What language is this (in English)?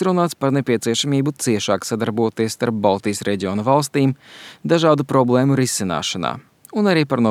Latvian